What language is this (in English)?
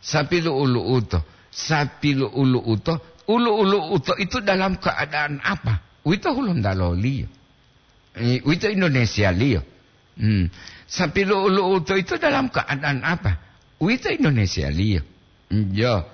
Gorontalo